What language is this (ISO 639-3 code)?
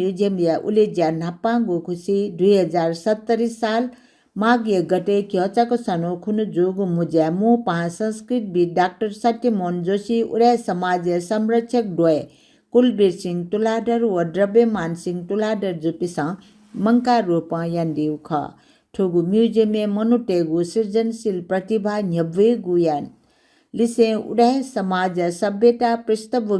new